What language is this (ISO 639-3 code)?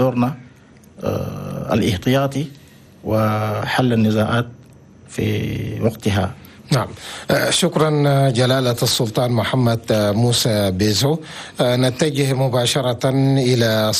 shu